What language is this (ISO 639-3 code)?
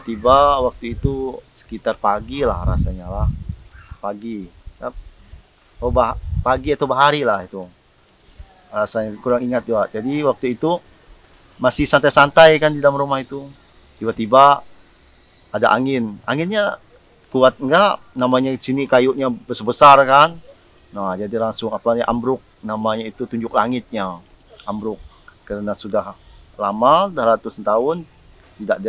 ind